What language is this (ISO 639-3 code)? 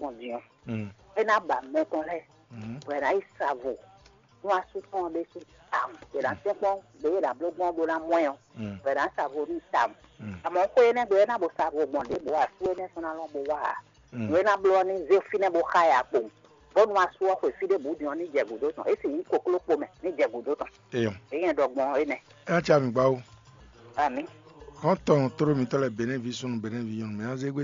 fon